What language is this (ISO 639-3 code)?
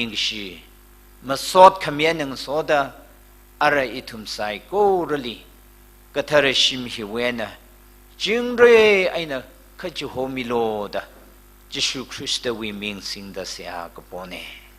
nmf